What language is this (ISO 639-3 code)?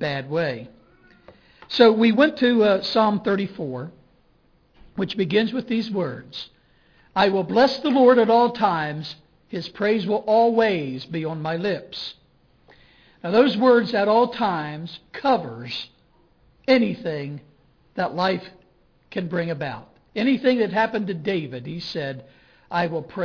eng